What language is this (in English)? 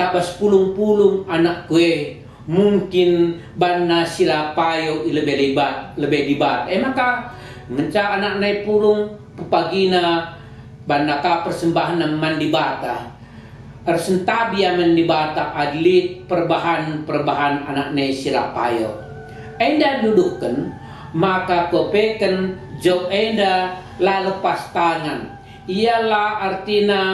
Batak Karo